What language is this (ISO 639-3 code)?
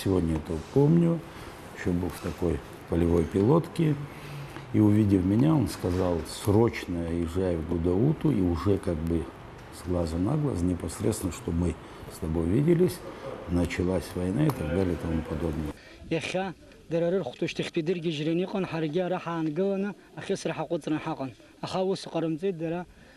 abk